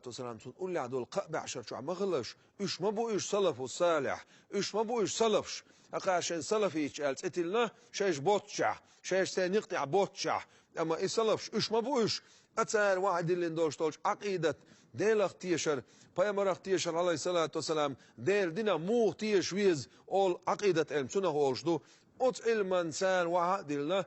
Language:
Chechen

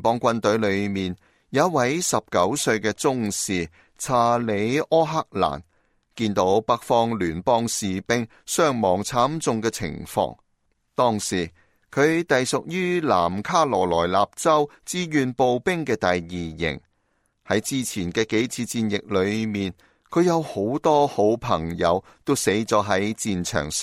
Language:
Cantonese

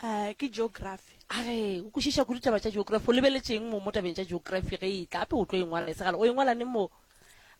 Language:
Northern Sotho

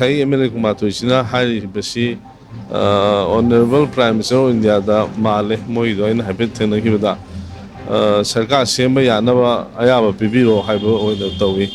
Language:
Manipuri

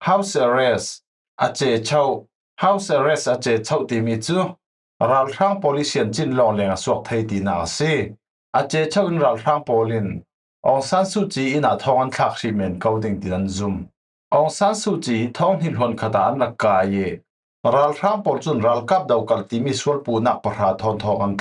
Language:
Falam Chin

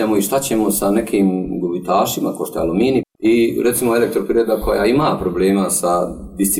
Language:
Bosnian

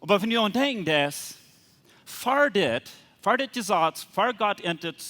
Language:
Plautdietsch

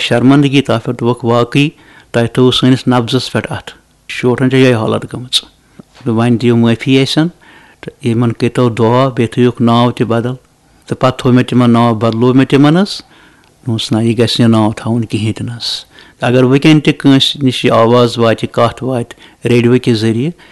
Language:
Kashmiri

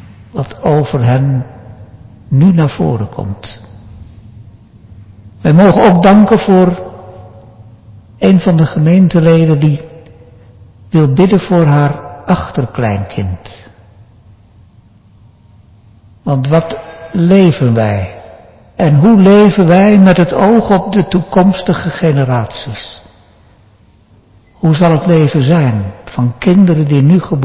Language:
Dutch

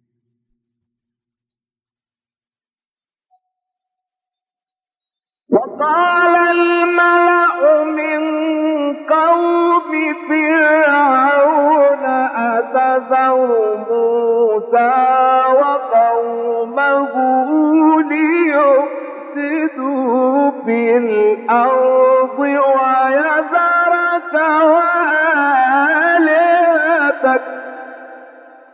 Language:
Arabic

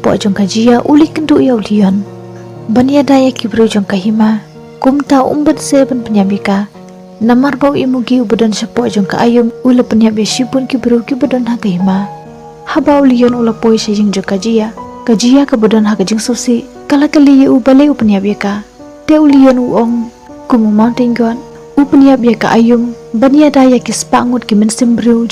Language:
Khasi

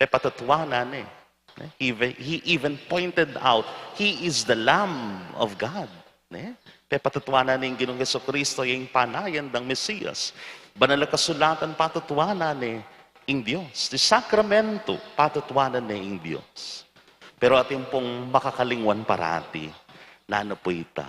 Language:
Pampanga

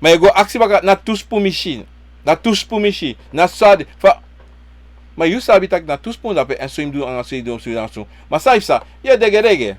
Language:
Sranan Tongo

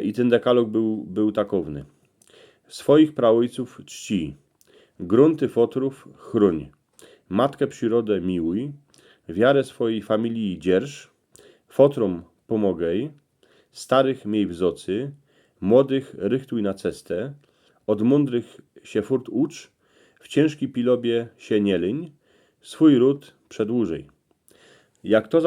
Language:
Silesian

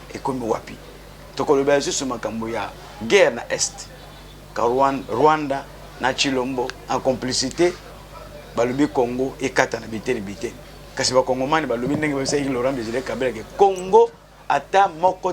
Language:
Lingala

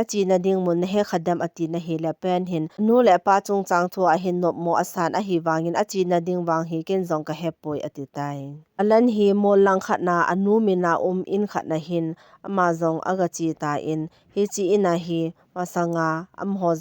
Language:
Thado Chin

